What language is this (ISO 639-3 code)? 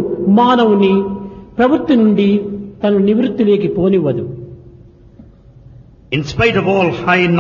tel